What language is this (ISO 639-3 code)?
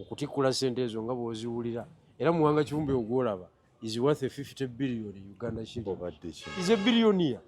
lug